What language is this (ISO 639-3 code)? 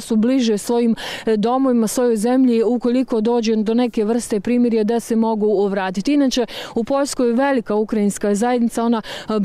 hrv